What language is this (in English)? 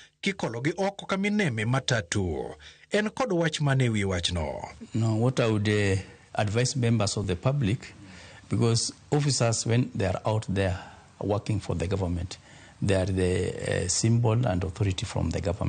Luo (Kenya and Tanzania)